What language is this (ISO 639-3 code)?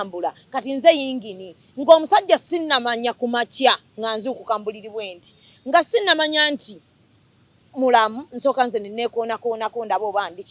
lug